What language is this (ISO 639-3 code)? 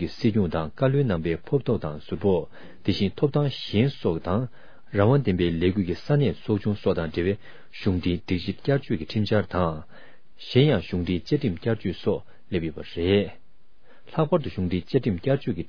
bod